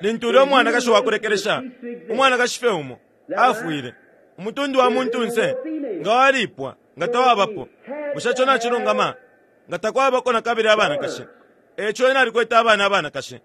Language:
Bemba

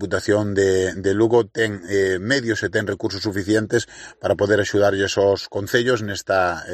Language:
Galician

